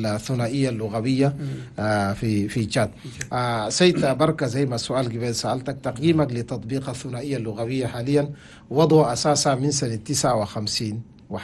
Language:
Chadian Arabic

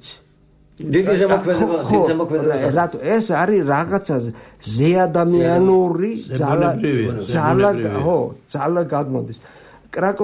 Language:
Georgian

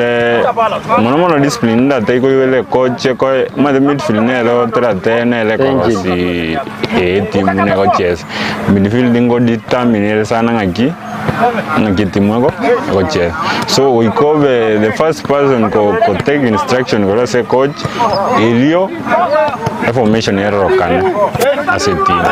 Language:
Gusii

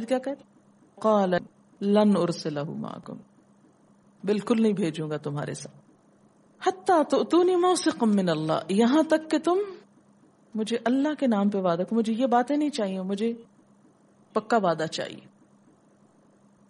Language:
Urdu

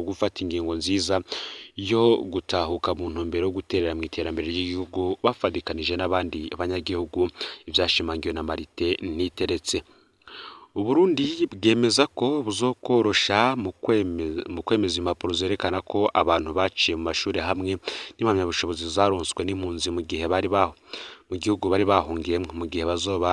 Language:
Rundi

